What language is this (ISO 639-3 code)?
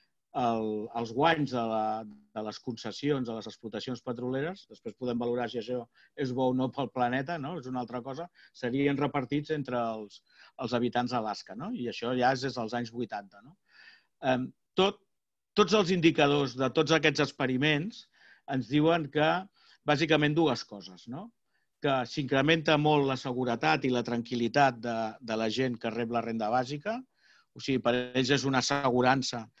cat